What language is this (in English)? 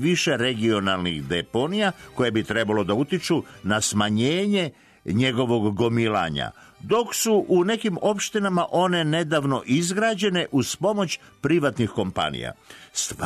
Serbian